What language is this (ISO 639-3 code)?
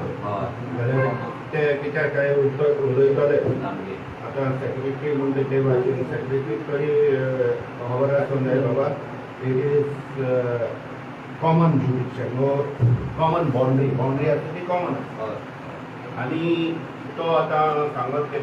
kok